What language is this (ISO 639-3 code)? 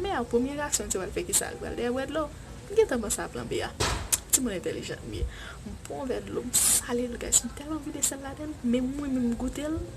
hat